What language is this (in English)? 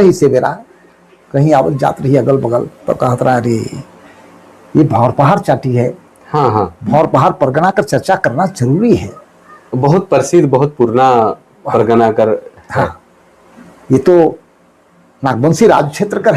Sadri